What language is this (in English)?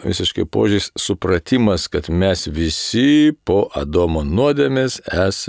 Lithuanian